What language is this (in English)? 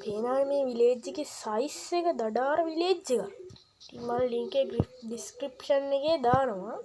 Sinhala